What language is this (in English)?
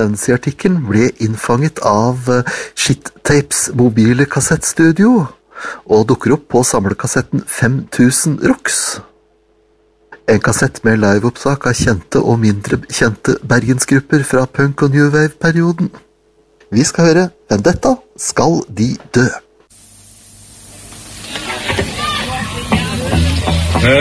Norwegian